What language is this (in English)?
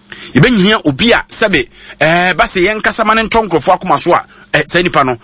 Akan